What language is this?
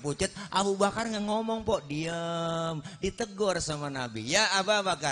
Betawi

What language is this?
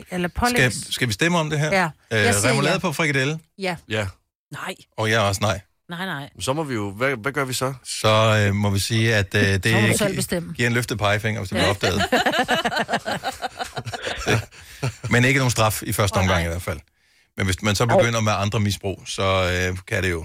Danish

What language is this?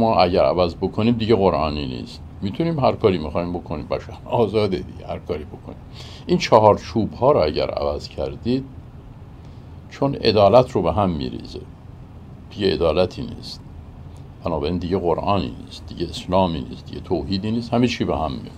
Persian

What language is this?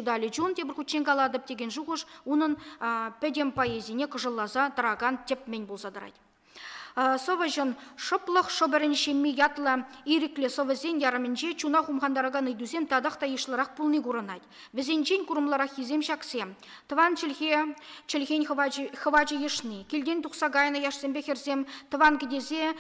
Chuvash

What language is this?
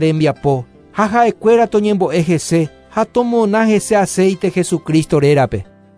Guarani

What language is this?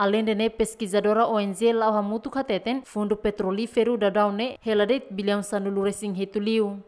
Tetum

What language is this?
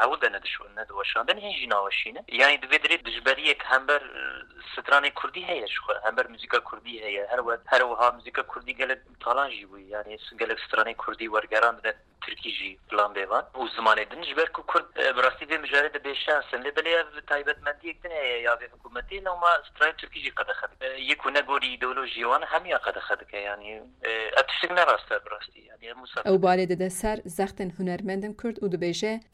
Kurdish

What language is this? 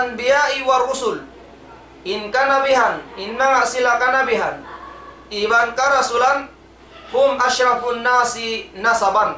Tausug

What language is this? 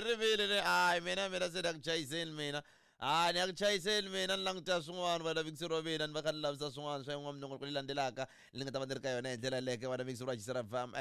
Tsonga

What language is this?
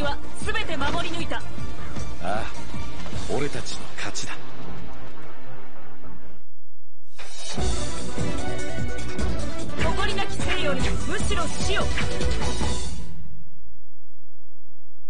Japanese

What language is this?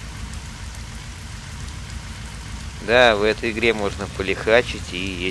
Russian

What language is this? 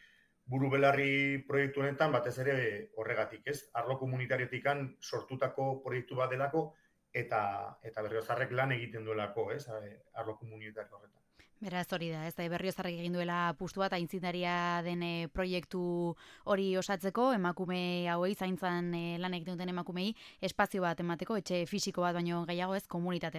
Basque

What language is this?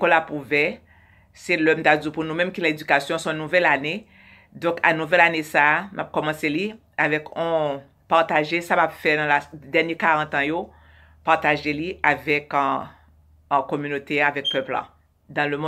Haitian Creole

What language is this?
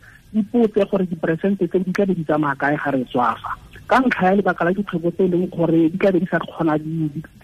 Tswana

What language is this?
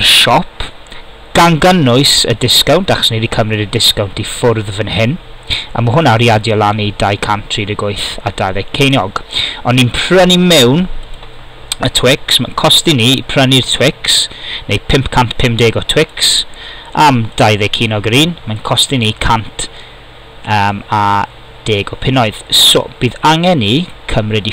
Welsh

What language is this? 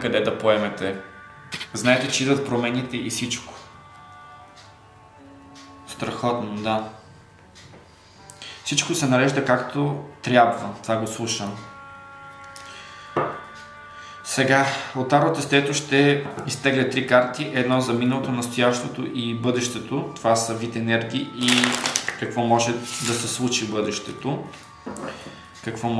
Bulgarian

